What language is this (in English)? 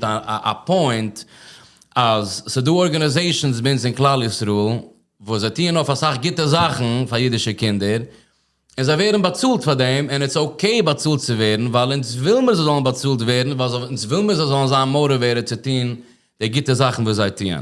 Yiddish